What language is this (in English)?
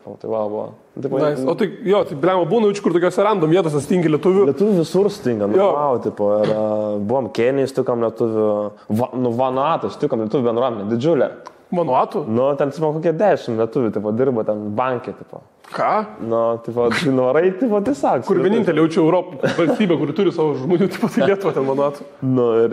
Lithuanian